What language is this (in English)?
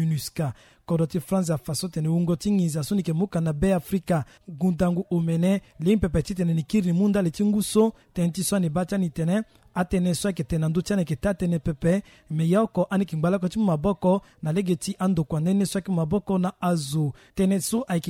Sango